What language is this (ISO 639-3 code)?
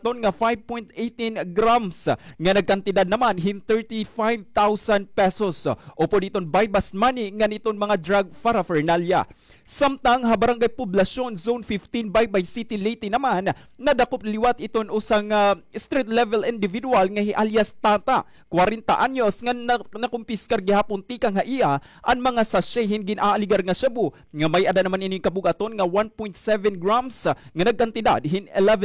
war